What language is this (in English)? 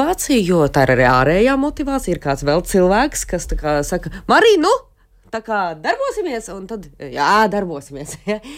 Latvian